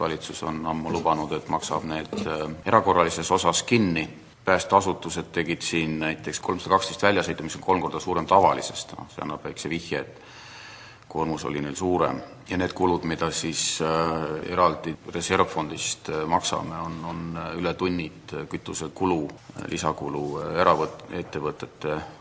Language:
Estonian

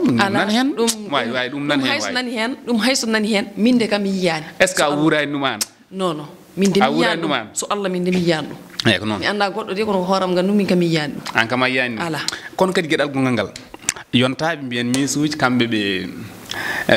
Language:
Fula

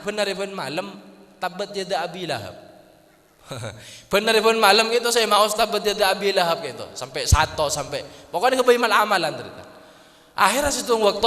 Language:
Madurese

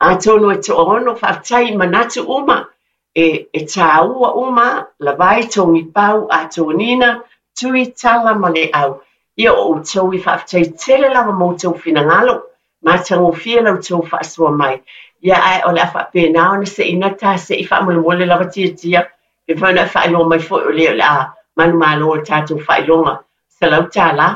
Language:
Samoan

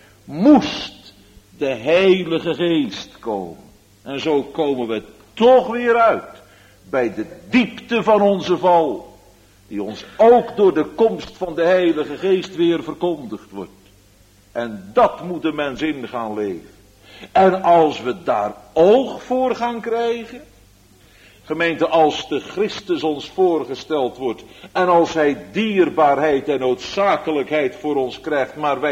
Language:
Dutch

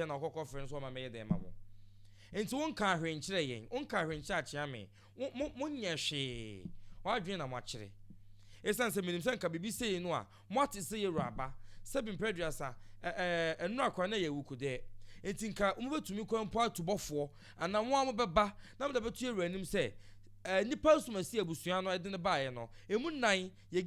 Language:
Akan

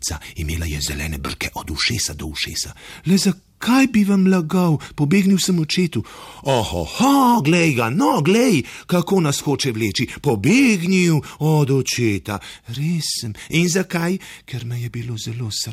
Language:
Slovenian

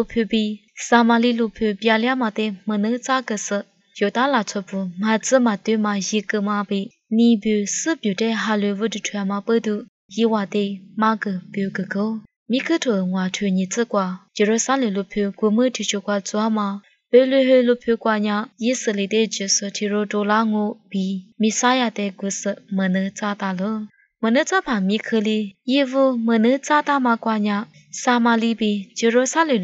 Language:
Lisu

